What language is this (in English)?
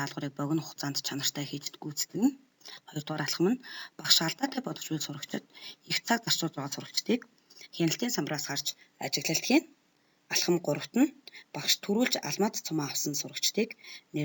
Mongolian